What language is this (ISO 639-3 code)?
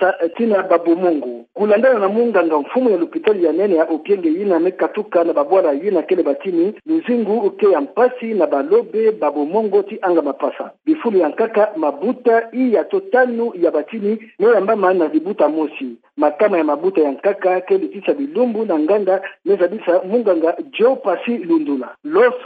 ktu